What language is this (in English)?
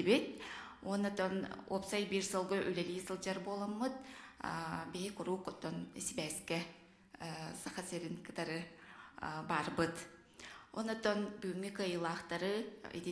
Yakut